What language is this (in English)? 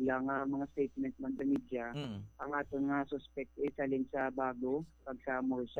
Hiligaynon